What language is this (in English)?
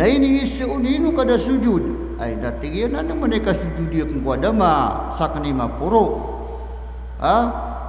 Maranao